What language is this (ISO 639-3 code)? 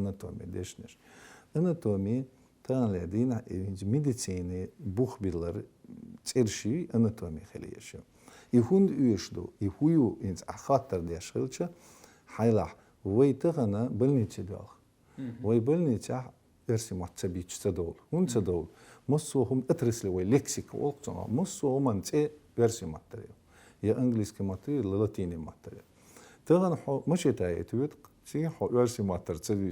che